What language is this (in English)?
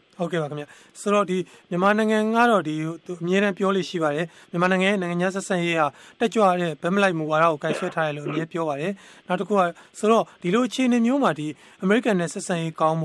Burmese